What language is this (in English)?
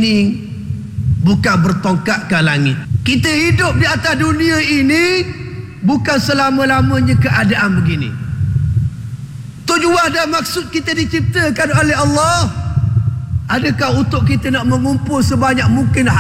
Malay